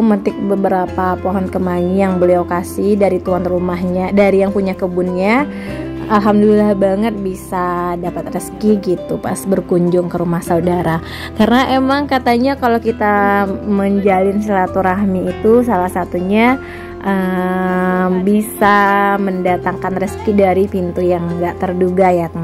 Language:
Indonesian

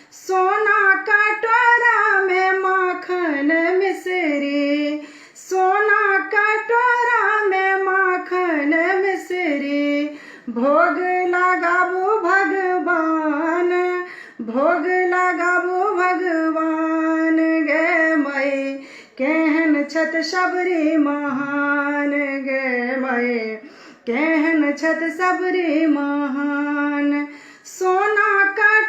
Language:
Maithili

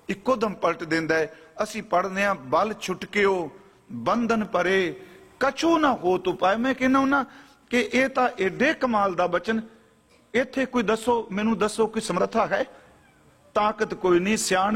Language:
Punjabi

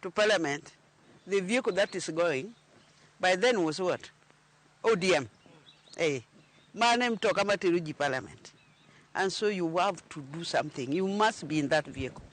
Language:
Luo (Kenya and Tanzania)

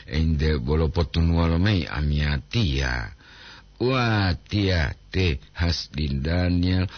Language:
Gorontalo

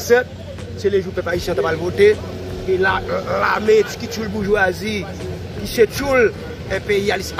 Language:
Haitian Creole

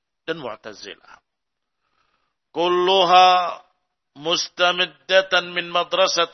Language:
Indonesian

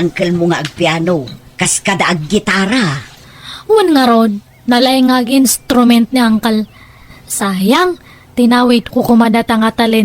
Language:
Iloko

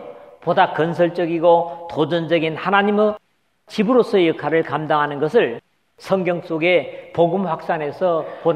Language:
Korean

